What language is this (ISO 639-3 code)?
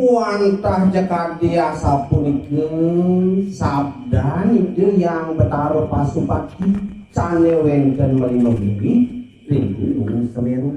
ban